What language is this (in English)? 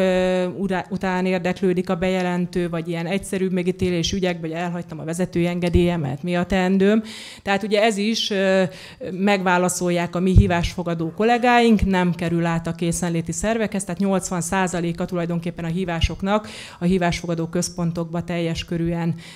Hungarian